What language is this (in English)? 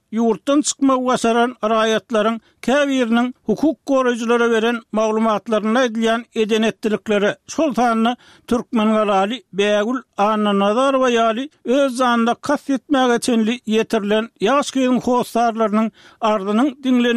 Turkmen